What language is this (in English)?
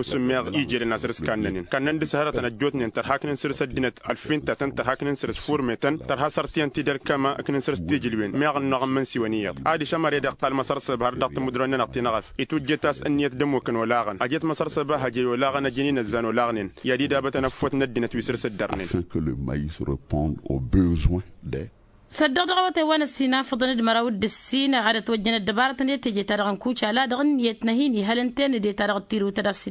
Tamasheq